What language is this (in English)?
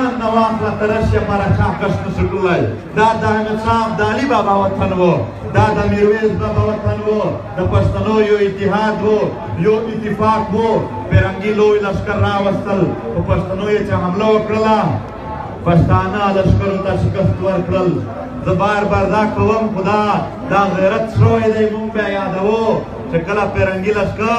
Pashto